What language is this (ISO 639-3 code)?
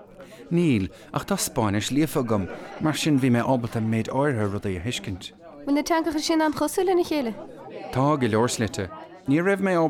gle